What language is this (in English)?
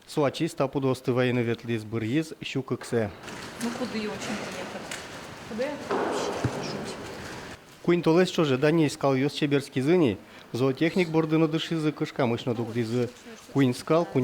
Udmurt